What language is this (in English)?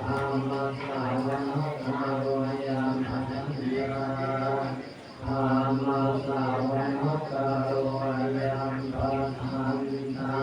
Pali